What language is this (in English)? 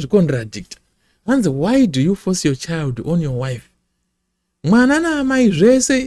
Shona